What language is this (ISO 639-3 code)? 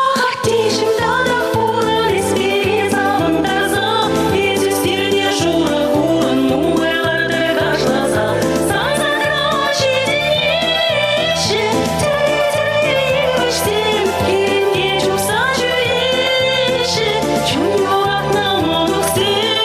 chv